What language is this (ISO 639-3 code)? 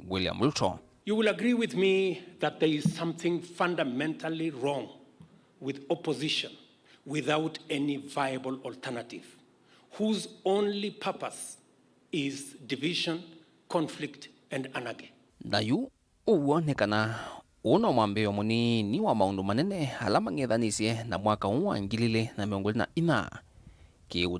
kam